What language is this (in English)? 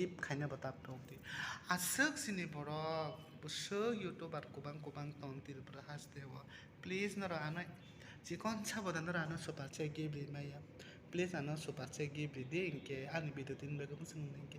Kok Borok